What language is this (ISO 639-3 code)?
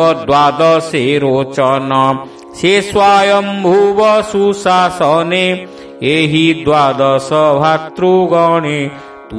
ori